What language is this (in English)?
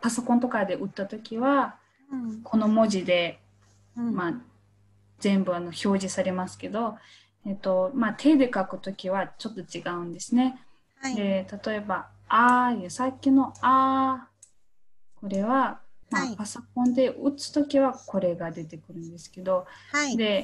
Japanese